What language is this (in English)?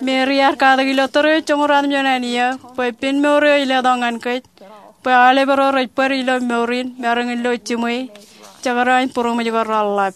Marshallese